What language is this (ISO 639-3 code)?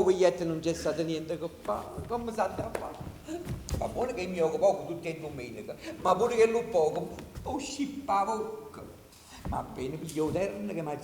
nap